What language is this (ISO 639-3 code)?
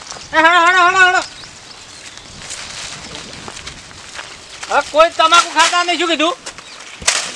guj